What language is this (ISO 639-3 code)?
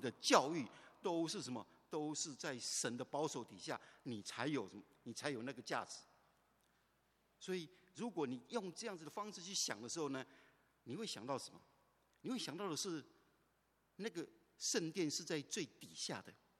zho